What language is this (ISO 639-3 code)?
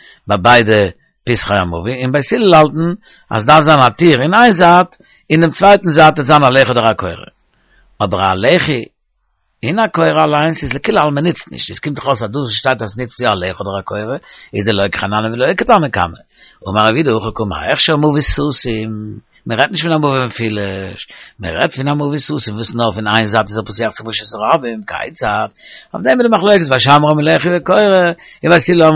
yid